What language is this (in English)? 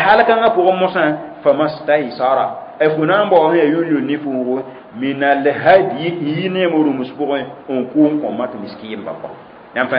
Mossi